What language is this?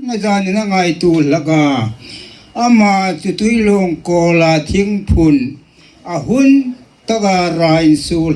Hmar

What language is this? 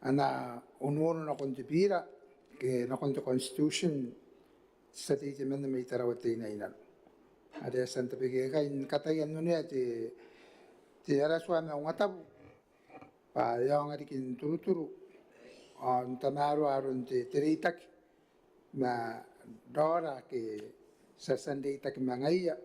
Gilbertese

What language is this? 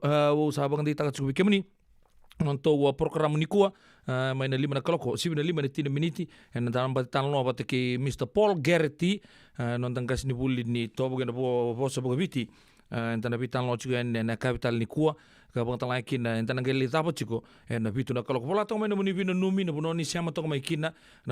Fijian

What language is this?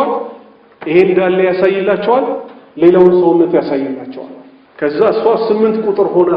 Amharic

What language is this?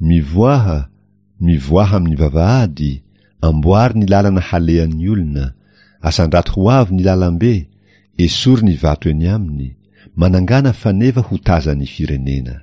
Malagasy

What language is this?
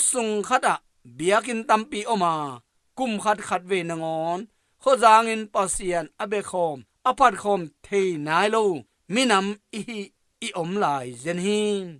Tedim Chin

